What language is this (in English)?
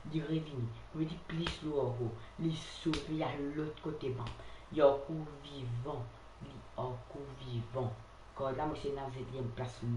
Morisyen